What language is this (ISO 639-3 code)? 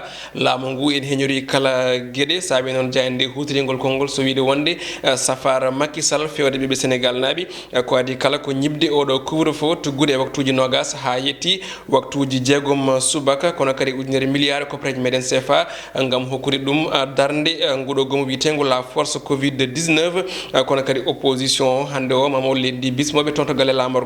ful